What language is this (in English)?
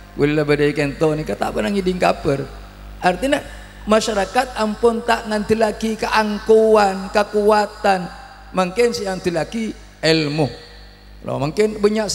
Madurese